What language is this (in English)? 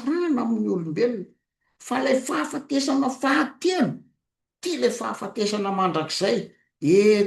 Malagasy